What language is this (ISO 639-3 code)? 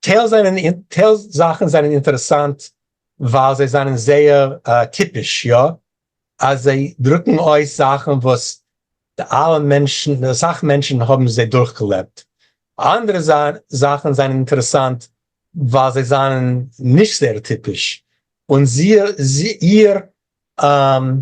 yid